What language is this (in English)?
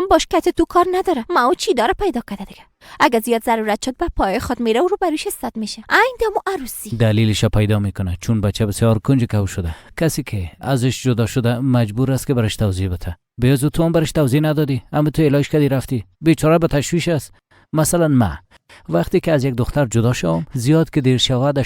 Persian